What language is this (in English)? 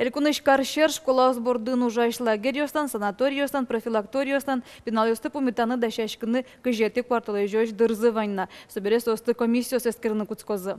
Udmurt